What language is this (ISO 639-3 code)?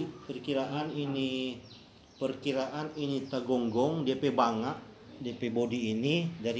xmm